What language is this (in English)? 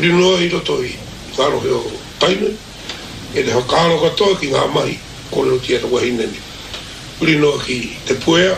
Māori